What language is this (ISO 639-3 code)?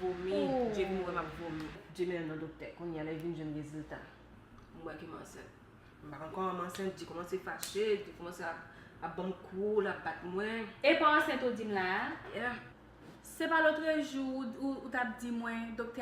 hat